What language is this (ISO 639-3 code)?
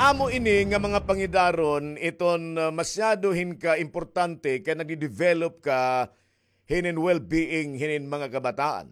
war